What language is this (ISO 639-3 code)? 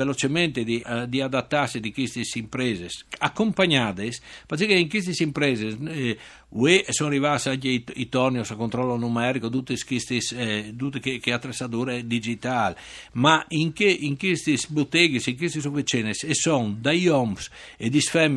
fur